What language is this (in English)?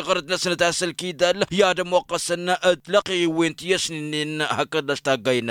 Tamasheq